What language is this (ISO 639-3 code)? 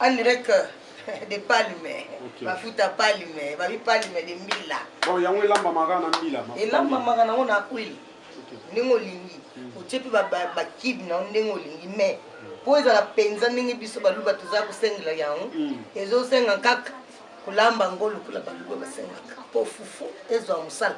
lin